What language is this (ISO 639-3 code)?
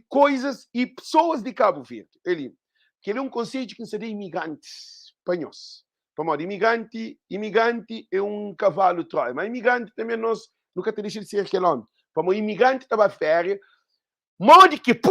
kea